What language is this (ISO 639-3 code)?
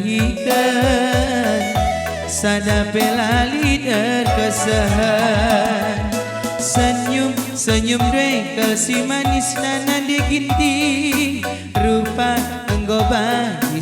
btx